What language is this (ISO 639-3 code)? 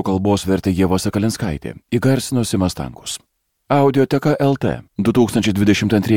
lit